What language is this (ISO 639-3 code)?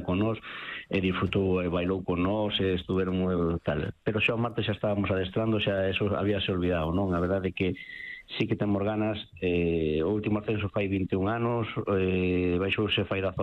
glg